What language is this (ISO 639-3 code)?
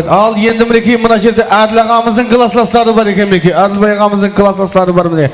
kaa